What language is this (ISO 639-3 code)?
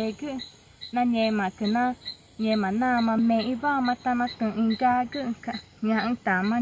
tca